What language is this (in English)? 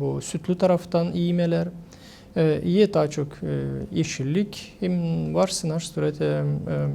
Gagauz